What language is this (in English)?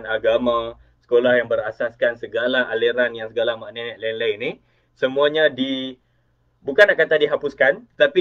Malay